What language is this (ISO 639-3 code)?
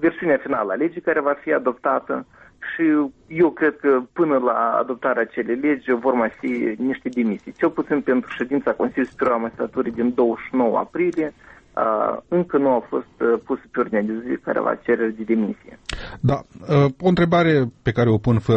ron